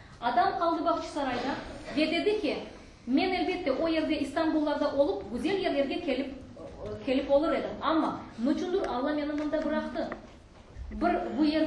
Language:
Crimean Tatar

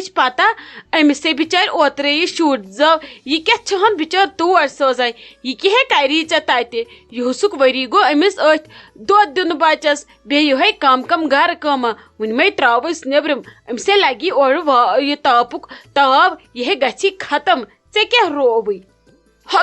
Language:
Kashmiri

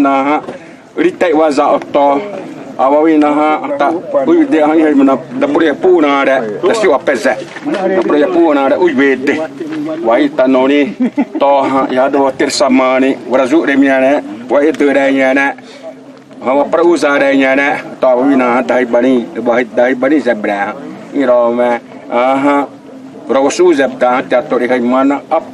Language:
Xavánte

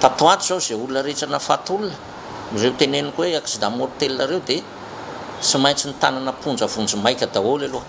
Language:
Malagasy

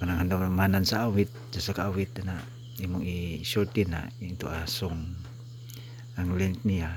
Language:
Cebuano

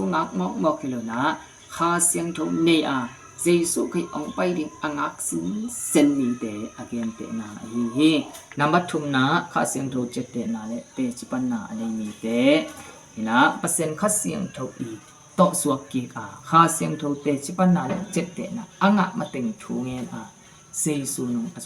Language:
Tedim Chin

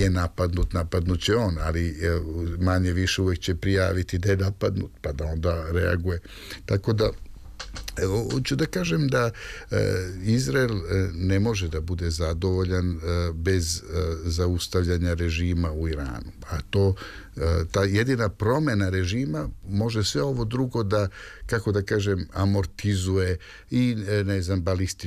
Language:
Serbian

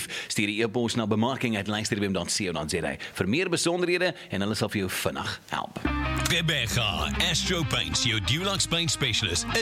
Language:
Afrikaans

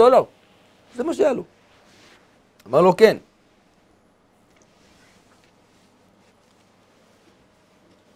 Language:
Hebrew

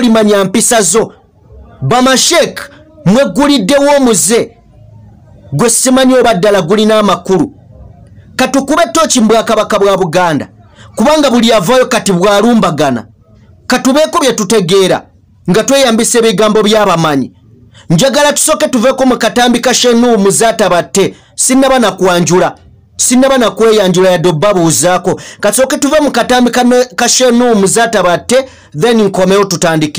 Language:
Ganda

